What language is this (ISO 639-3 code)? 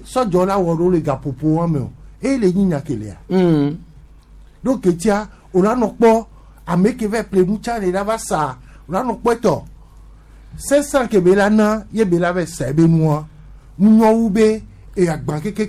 gej